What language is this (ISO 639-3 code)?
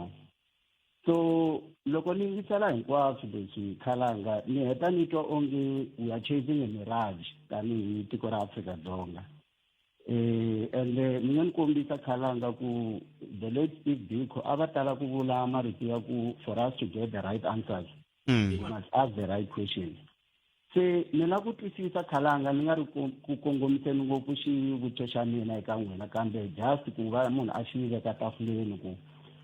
tso